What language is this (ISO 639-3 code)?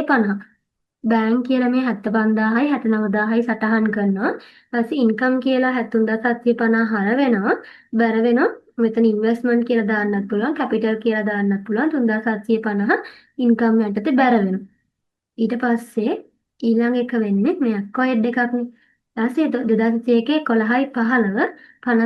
sin